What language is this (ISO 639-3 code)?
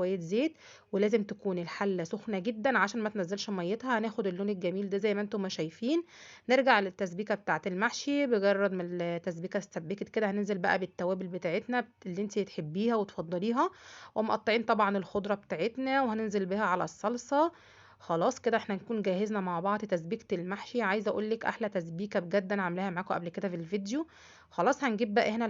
arz